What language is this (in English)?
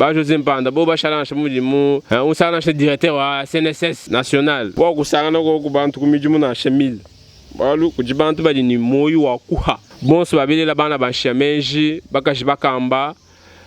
Luba-Lulua